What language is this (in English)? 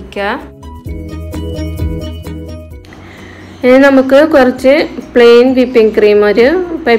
Malayalam